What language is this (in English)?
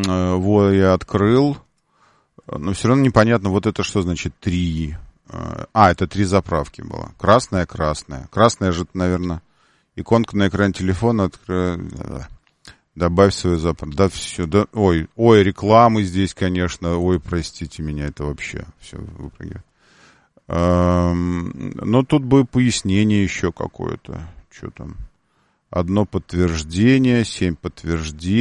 Russian